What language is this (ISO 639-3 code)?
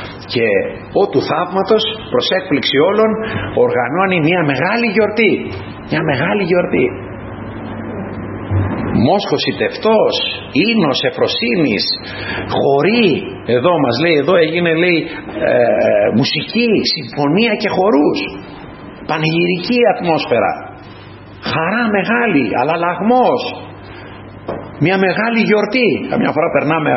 ell